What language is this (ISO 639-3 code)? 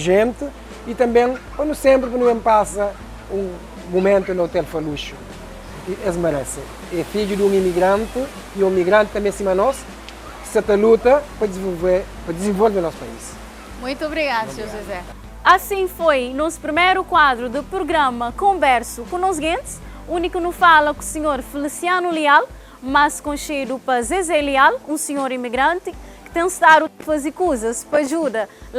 kea